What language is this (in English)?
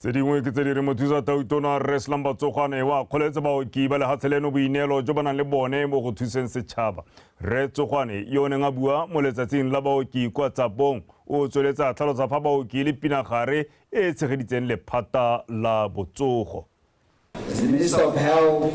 Tswana